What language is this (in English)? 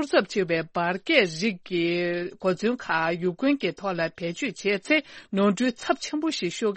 Tibetan